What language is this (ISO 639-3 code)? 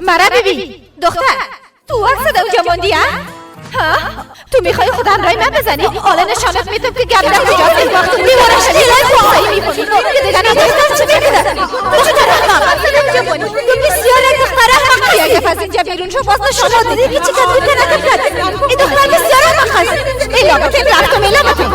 fas